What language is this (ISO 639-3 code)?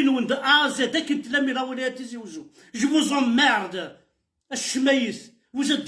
kab